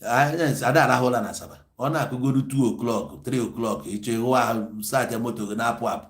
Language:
Igbo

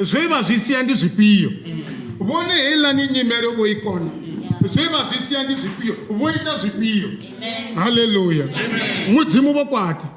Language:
Venda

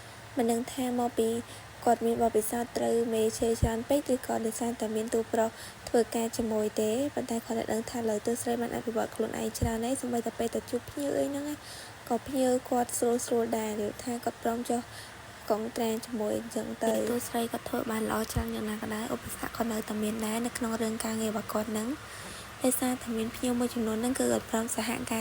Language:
Khmer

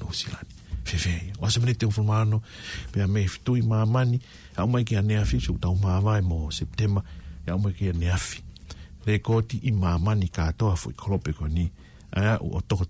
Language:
Tongan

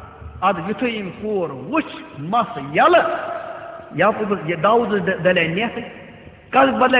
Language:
Kashmiri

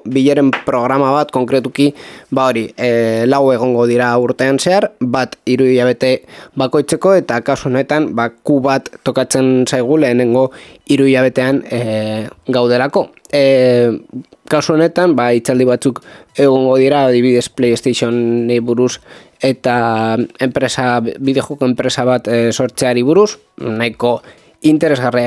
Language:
Basque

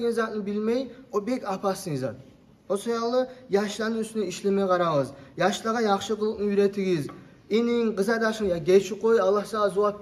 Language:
Kumyk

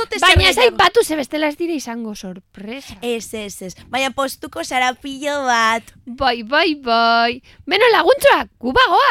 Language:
Basque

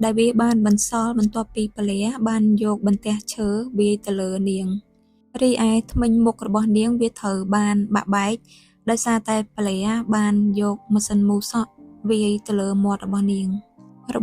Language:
Khmer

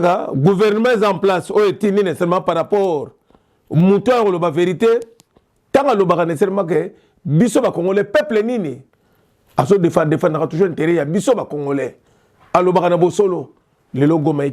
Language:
Lingala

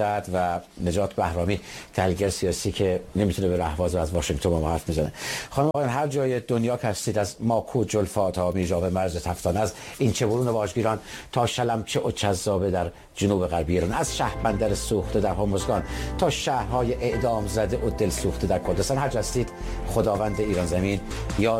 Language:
Persian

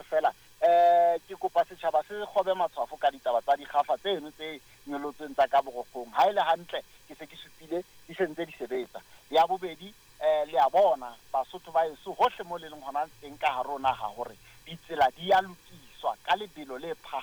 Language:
Southern Sotho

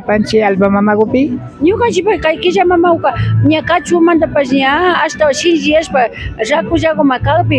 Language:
Imbabura Highland Quichua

